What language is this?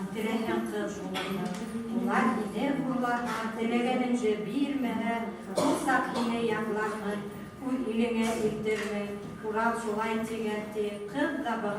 Bashkir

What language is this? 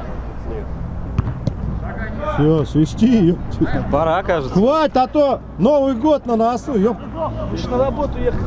Russian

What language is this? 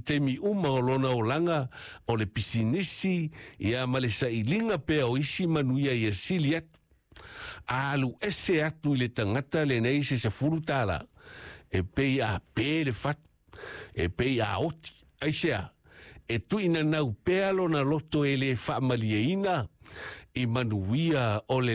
Samoan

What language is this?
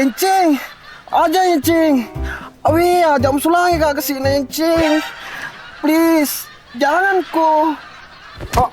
Buginese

